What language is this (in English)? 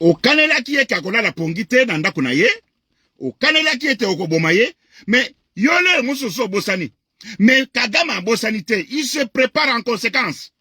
Lingala